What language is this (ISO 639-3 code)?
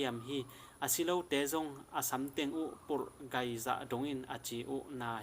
ctd